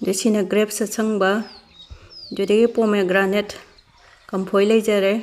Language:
Manipuri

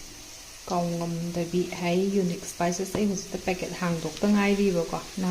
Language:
Manipuri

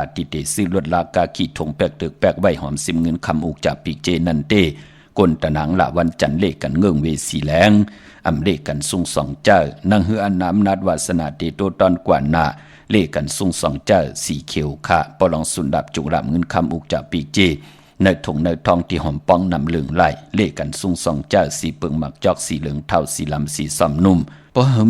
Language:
Shan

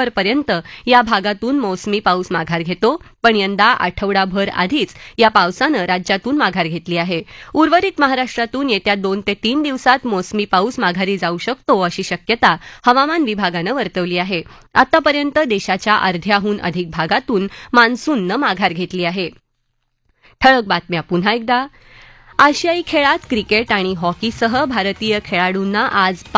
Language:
Marathi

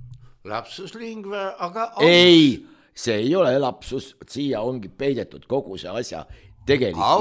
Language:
Estonian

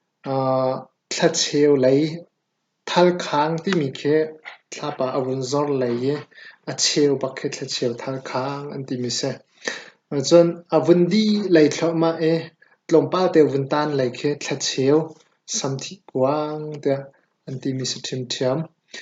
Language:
Hakha Chin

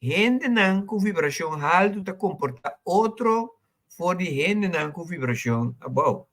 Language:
Papiamento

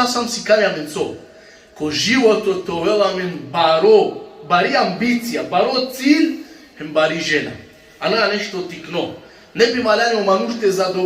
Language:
Balkan Romani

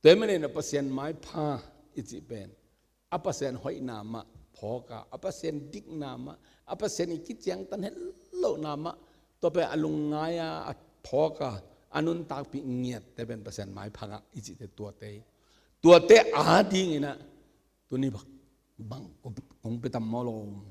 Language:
Tedim Chin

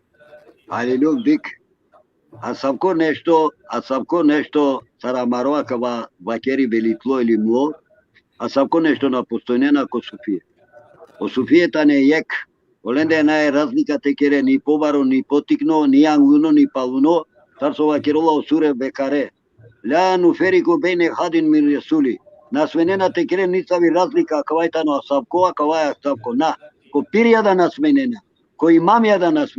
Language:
Balkan Romani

